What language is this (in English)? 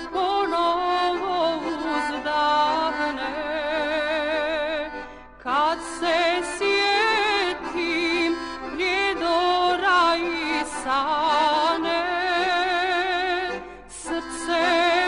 Bosnian